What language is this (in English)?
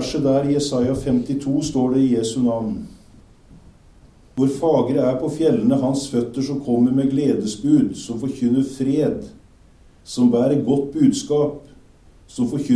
Norwegian